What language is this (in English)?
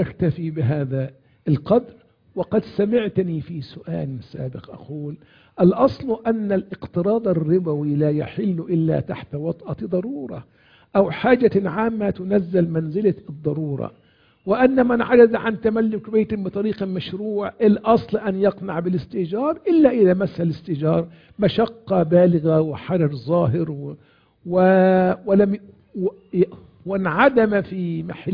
Arabic